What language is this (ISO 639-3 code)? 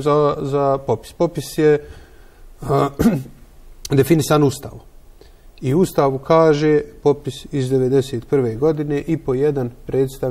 bos